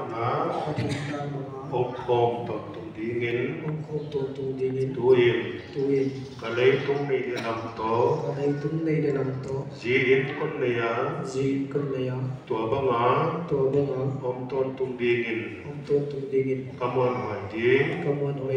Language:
Paite Chin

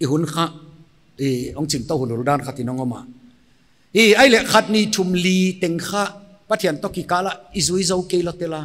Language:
Paite Chin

